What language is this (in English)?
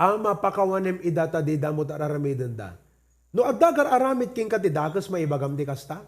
Iloko